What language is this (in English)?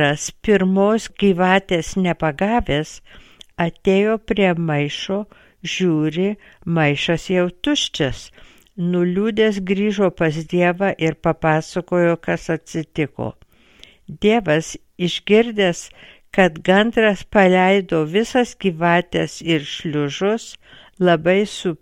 Lithuanian